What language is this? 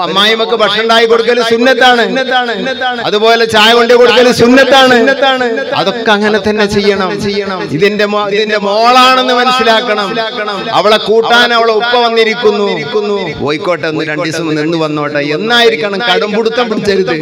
Malayalam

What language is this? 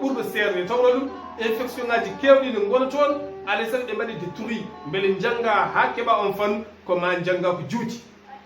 Fula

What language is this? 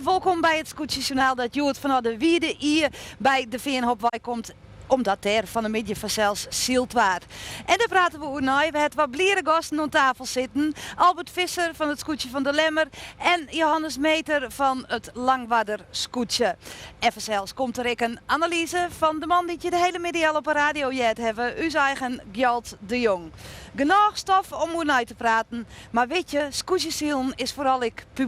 Western Frisian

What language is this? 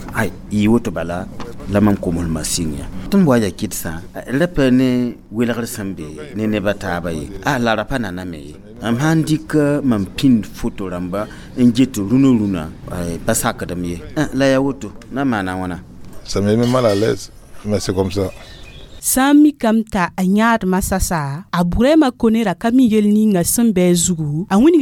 Mossi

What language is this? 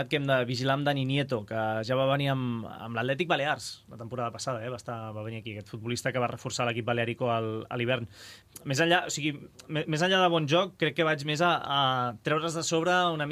Catalan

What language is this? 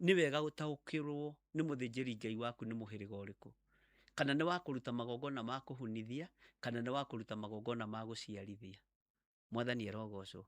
Kikuyu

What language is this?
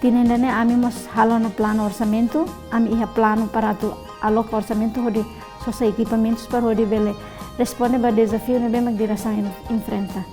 Tetum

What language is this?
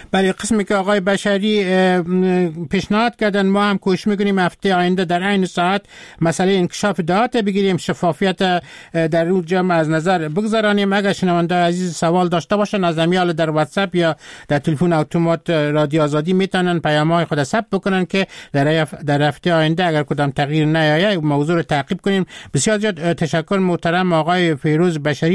Persian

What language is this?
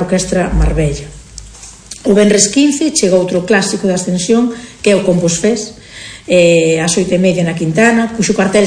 Galician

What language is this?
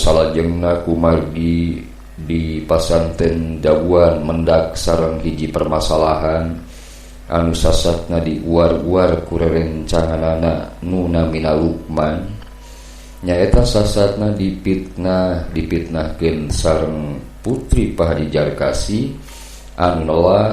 Sundanese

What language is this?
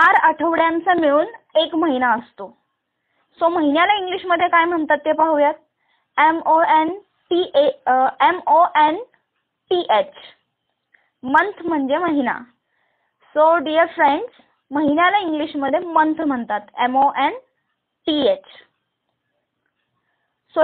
Marathi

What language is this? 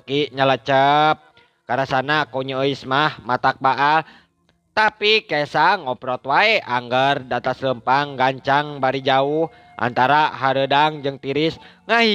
Sundanese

